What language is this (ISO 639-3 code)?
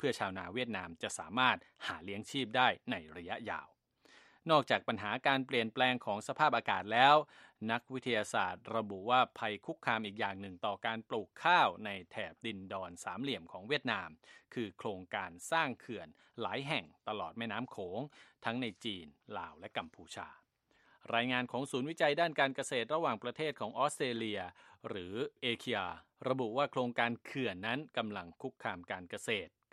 tha